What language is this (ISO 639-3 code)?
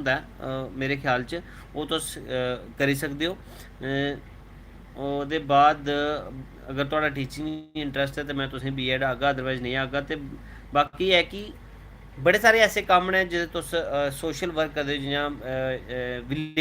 doi